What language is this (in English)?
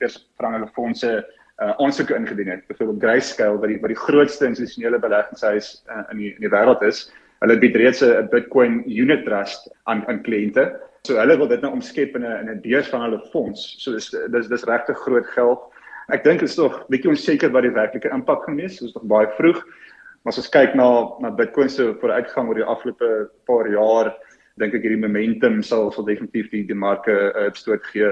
Afrikaans